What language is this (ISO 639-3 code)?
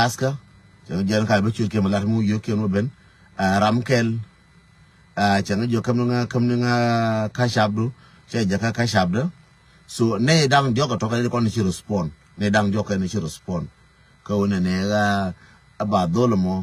nus